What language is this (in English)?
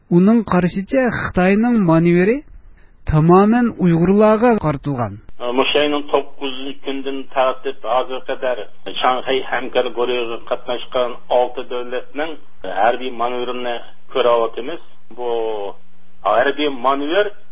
Uyghur